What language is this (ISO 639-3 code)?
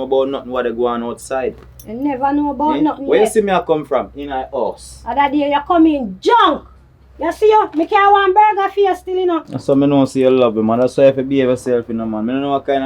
jam